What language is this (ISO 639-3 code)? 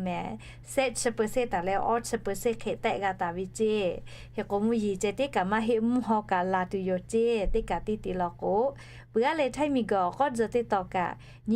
lhu